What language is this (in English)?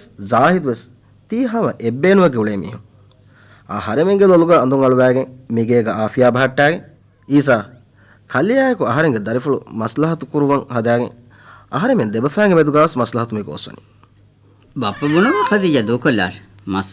Divehi